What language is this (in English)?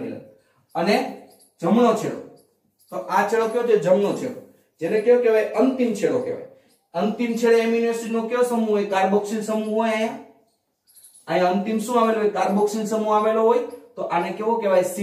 Gujarati